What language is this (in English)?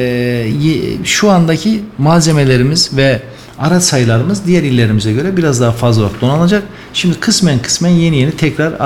Turkish